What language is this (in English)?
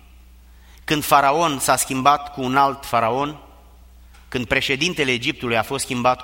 Romanian